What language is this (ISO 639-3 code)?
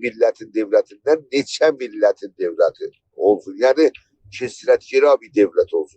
azb